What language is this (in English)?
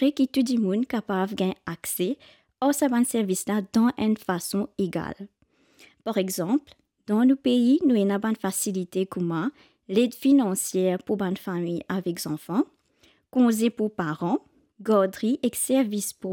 Morisyen